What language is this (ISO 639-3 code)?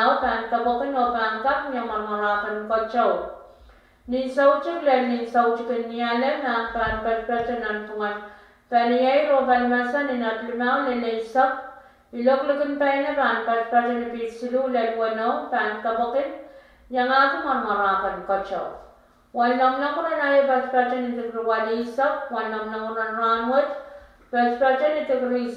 pon